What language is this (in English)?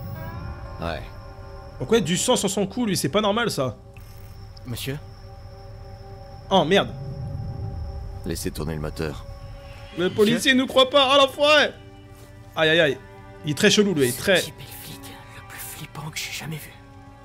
French